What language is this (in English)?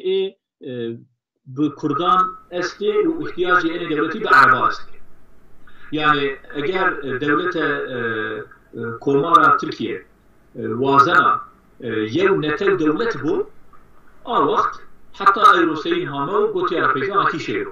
Zaza